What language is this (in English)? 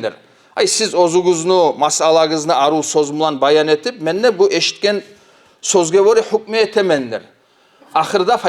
Kumyk